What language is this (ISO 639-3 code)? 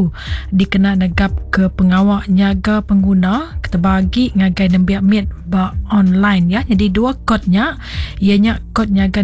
iba